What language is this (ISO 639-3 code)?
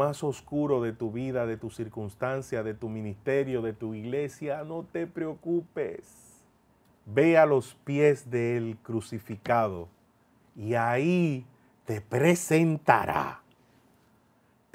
spa